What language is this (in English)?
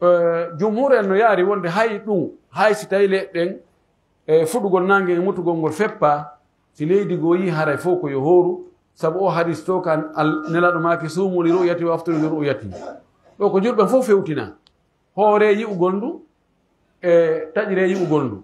Pular